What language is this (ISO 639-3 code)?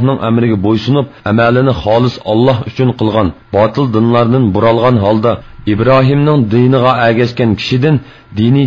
uig